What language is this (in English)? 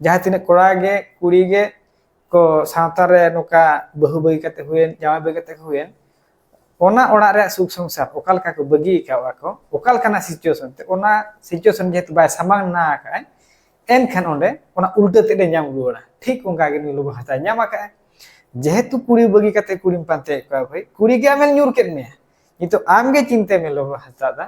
Santali